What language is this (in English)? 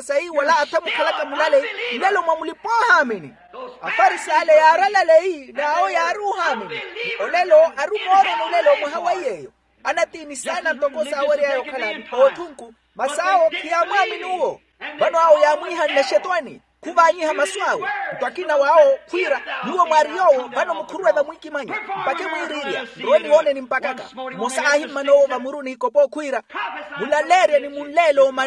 Makhuwa